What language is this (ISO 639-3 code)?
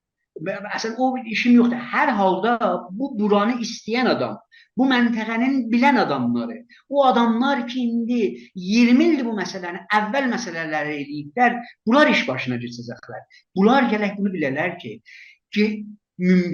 azb